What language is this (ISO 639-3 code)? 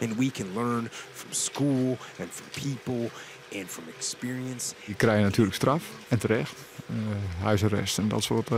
fry